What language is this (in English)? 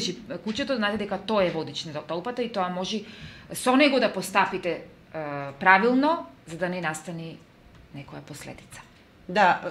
Macedonian